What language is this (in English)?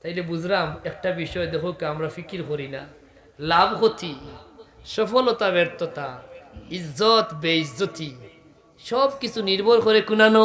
Sylheti